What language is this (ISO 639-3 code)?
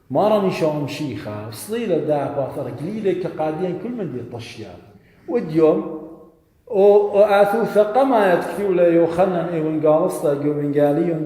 aii